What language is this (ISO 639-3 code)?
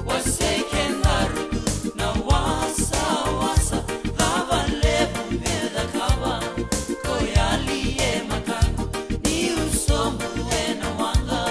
fij